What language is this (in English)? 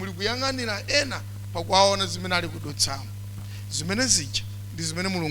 Nyanja